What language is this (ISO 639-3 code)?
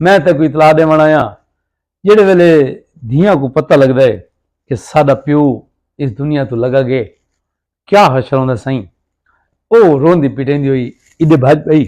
skr